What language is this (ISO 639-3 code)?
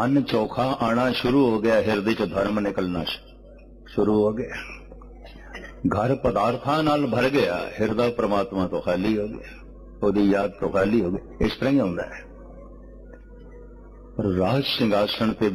pan